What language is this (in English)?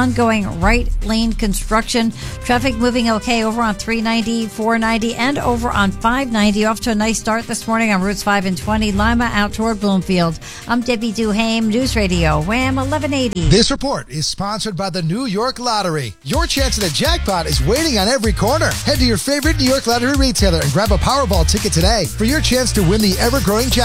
English